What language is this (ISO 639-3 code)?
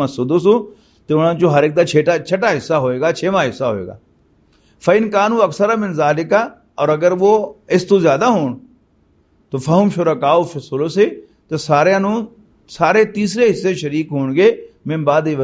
lah